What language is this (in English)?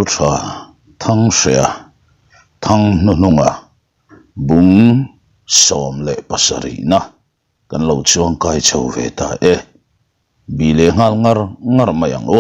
Mizo